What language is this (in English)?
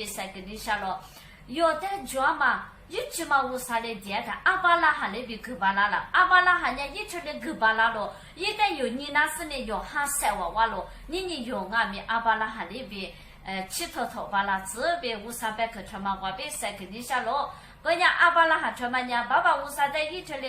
Lisu